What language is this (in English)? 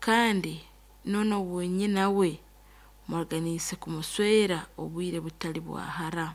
Nyankole